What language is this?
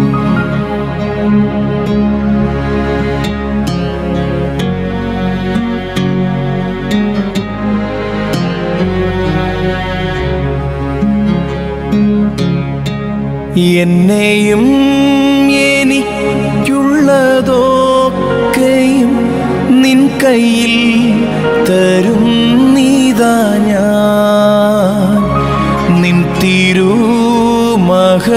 Malayalam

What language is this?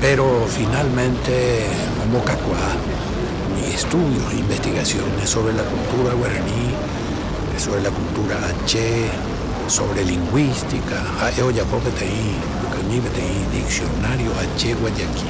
Guarani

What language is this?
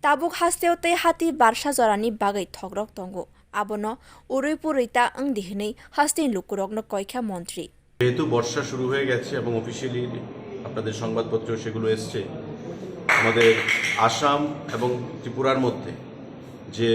Kok Borok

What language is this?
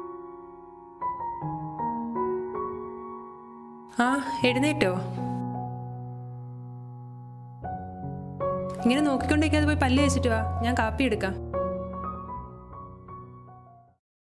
Malayalam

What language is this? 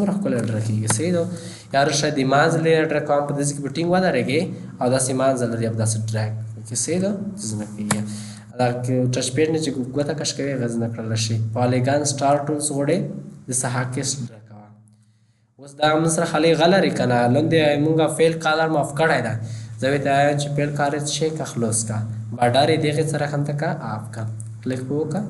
Pashto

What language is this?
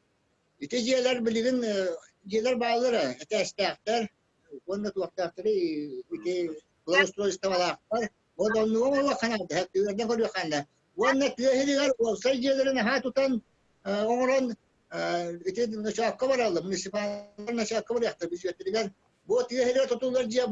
Yakut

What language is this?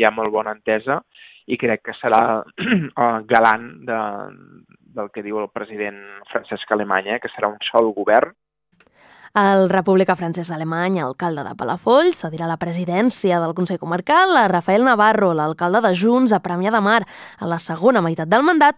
Catalan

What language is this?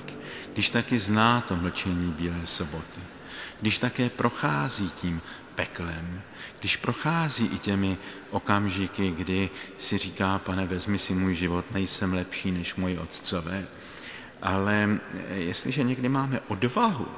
Czech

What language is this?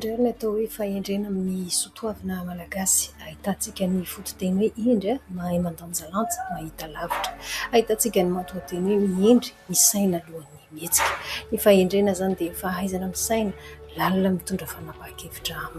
Malagasy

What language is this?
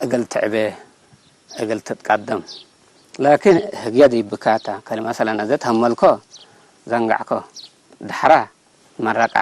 Tigre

